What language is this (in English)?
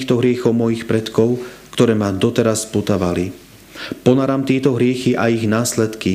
Slovak